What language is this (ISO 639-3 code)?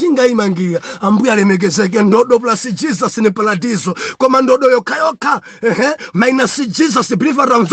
nya